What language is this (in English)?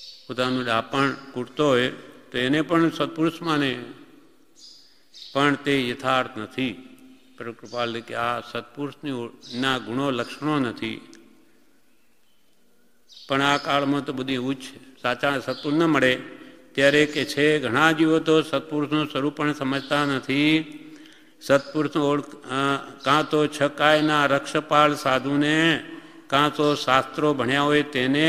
Gujarati